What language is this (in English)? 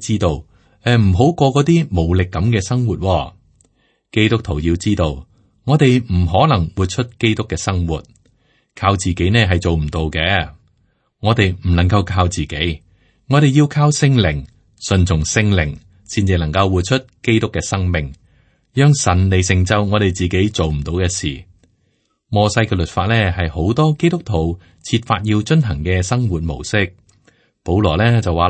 Cantonese